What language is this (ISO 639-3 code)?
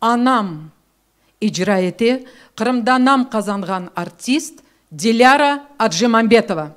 crh